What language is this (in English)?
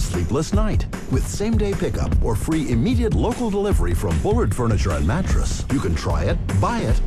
English